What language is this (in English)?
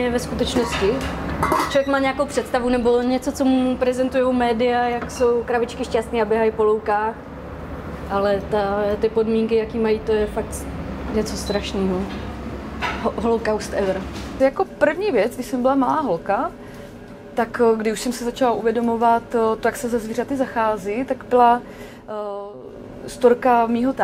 Czech